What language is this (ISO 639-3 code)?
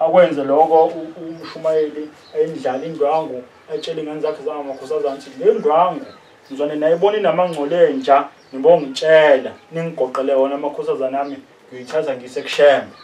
zul